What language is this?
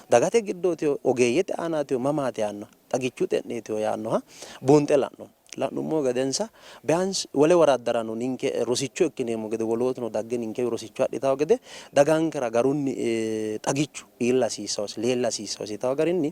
Sidamo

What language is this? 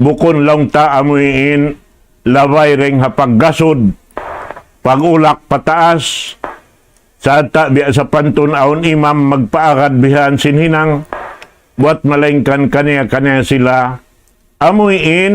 Tausug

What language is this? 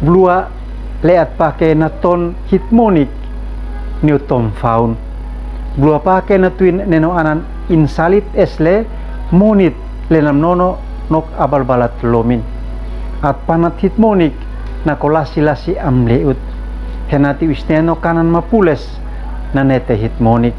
Uab Meto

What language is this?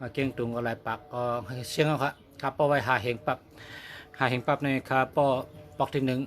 Shan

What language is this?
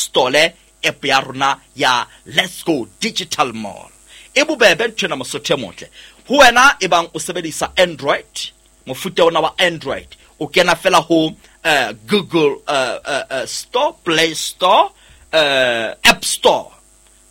Southern Sotho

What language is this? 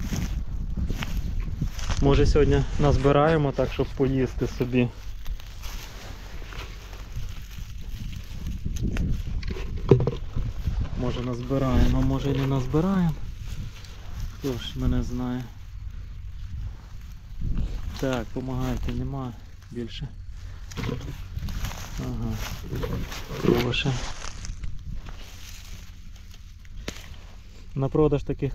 Ukrainian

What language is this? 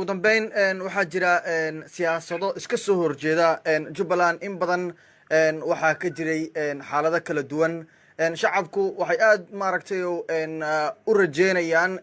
Somali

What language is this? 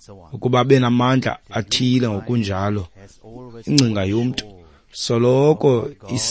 Xhosa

